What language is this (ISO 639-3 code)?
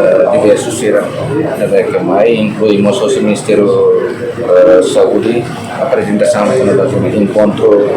tet